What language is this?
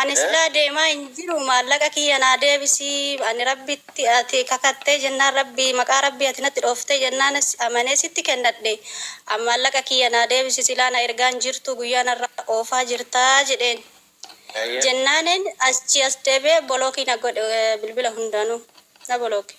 Oromo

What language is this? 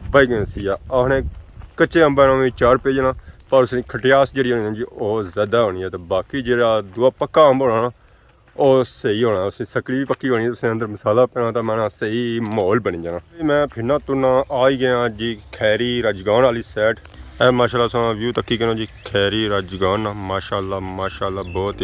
Pahari-Potwari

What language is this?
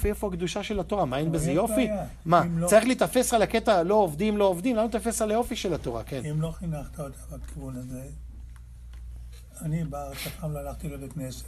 Hebrew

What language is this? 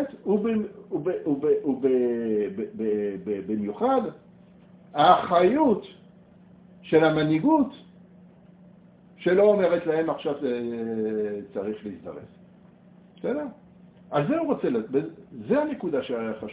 Hebrew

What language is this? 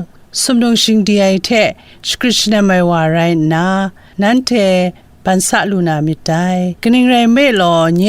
Kachin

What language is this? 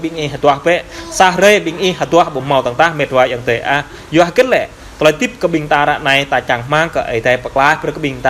Jarai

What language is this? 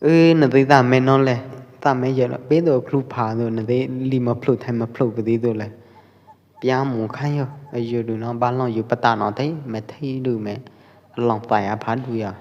Pwo Eastern Karen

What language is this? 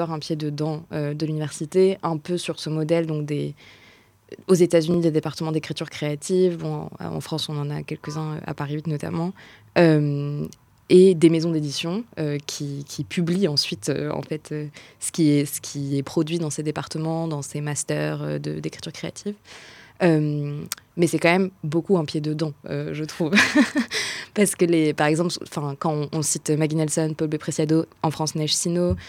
French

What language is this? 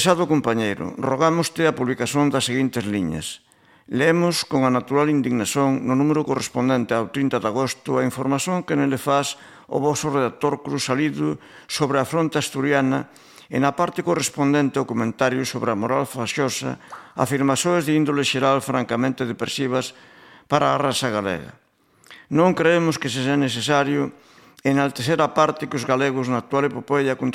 Galician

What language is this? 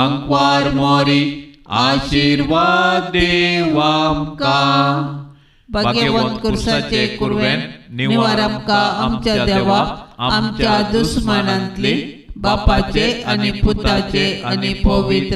Konkani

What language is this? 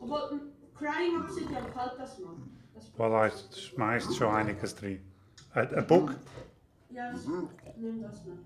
Swiss German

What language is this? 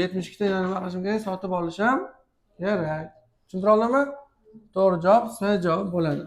Uzbek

